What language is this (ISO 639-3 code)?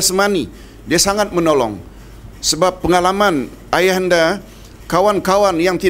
msa